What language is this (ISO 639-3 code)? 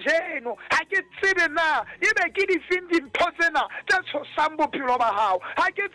sot